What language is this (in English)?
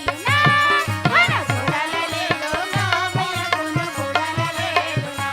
Chhattisgarhi